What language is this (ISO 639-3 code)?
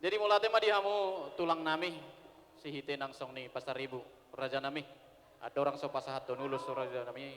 bbc